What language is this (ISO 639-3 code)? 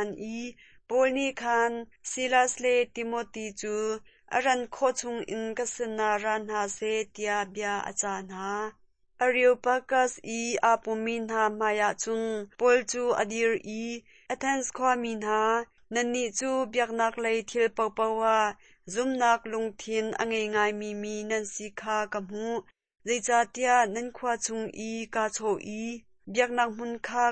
cnh